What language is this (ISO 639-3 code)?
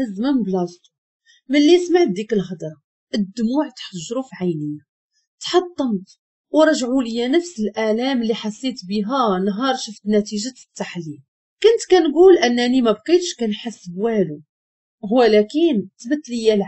ary